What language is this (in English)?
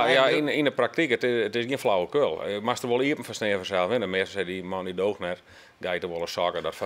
Western Frisian